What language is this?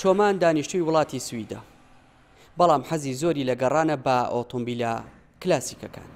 Central Kurdish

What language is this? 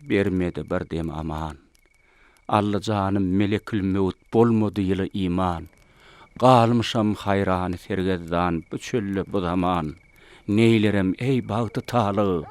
Turkmen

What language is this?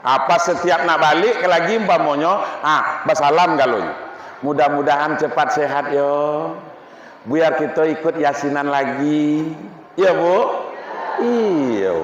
Minangkabau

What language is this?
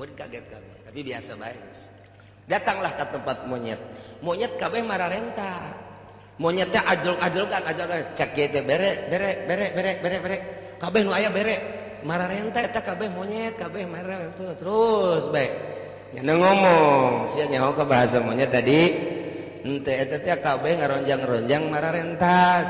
Sundanese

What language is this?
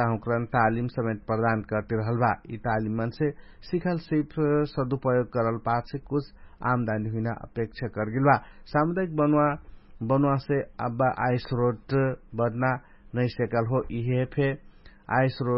Dangaura Tharu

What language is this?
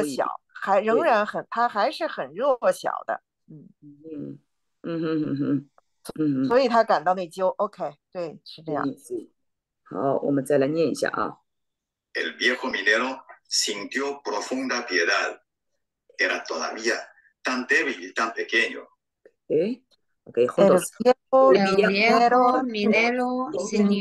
Chinese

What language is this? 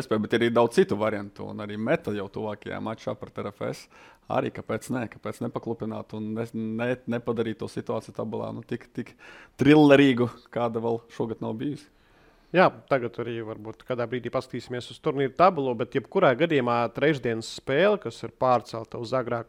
Latvian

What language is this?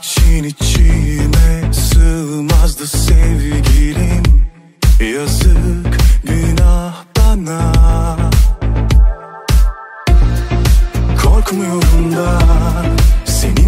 Turkish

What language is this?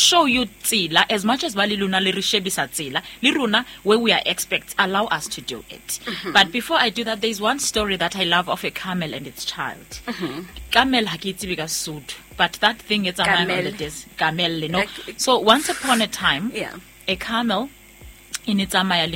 Southern Sotho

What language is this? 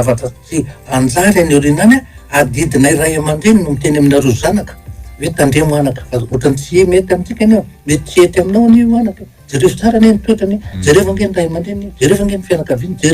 Malagasy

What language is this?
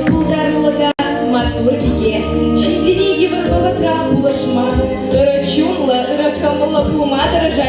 Chuvash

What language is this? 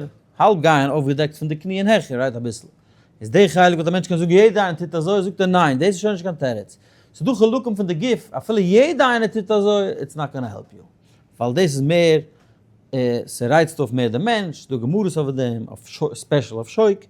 Yiddish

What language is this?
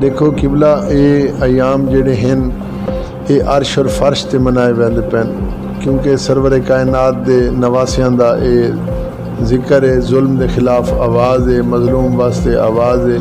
Saraiki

